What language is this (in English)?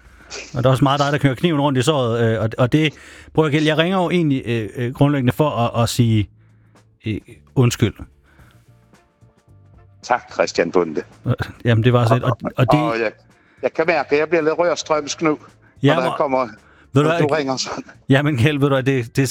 Danish